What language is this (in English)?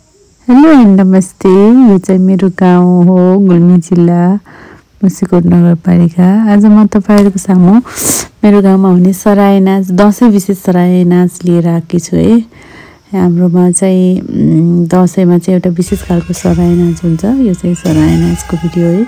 Nepali